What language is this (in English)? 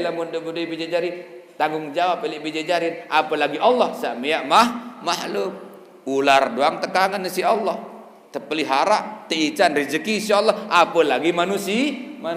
Sasak